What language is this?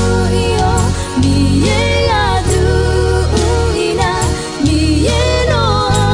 Akha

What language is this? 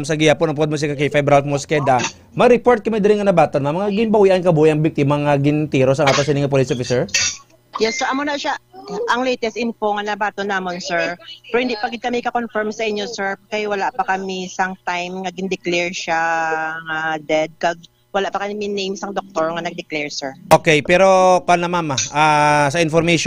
Hiligaynon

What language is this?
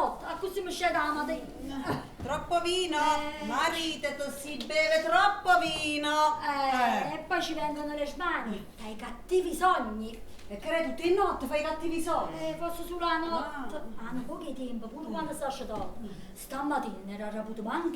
Neapolitan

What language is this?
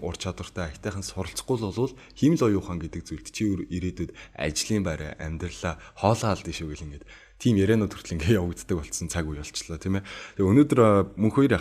Mongolian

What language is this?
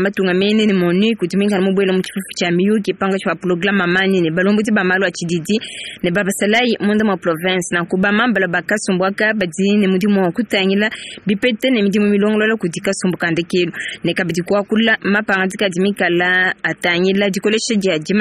Luba-Lulua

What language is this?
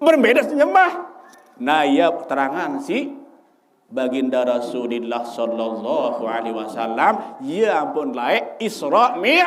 Sasak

